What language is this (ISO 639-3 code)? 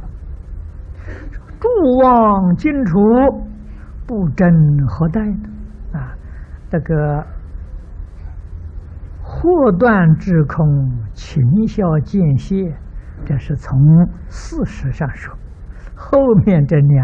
zho